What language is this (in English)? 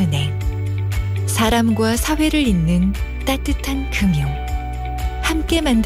Korean